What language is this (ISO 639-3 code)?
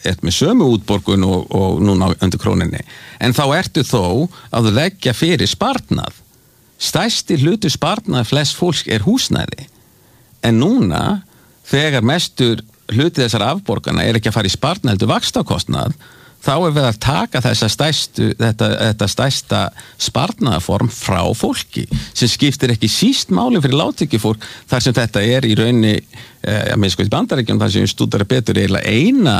isl